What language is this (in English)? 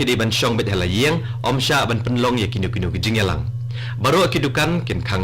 Khasi